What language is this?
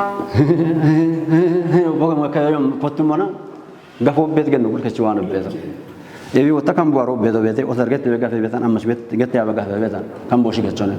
Kafa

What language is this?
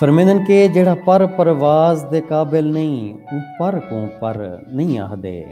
Saraiki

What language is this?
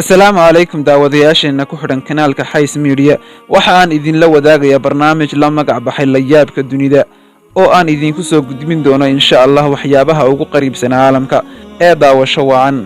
Somali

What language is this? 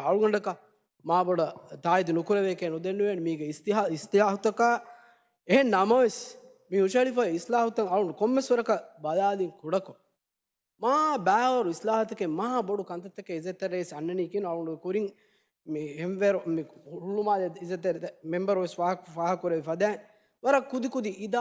Divehi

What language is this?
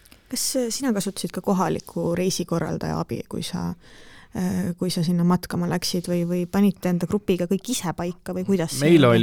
Estonian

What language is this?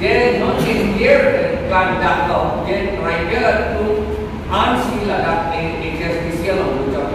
Karbi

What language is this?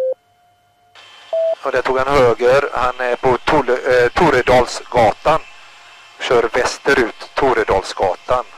Swedish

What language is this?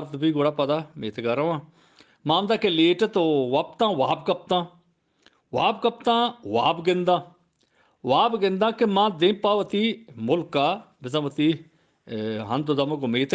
Eastern Balochi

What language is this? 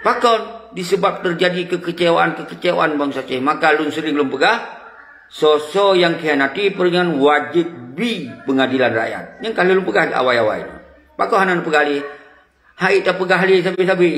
Achinese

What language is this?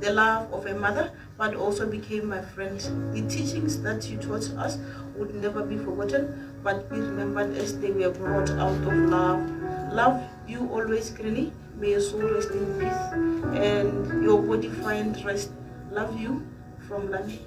Tswana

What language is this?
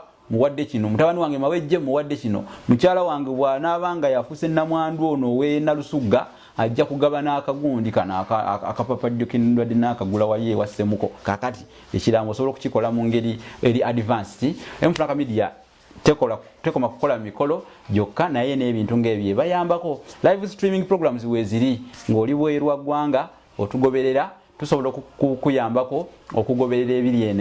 Ganda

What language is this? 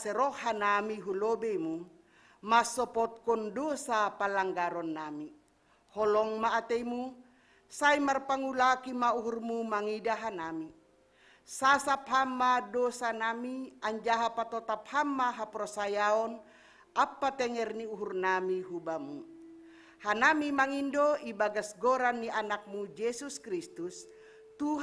Batak Simalungun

